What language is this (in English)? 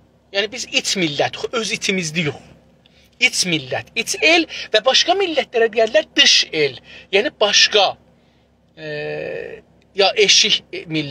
South Azerbaijani